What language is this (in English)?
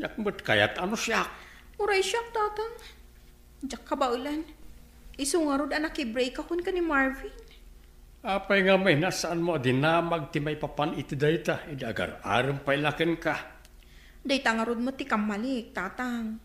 Iloko